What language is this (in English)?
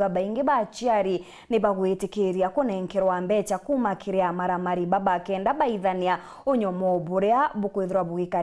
Meru